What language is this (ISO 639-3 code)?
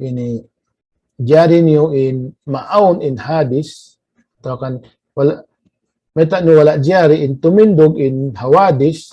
tsg